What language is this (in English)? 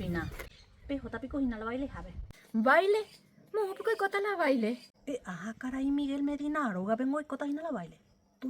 Guarani